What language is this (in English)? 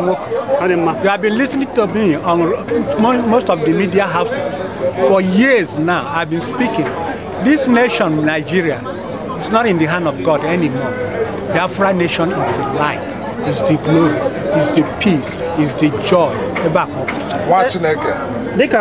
Igbo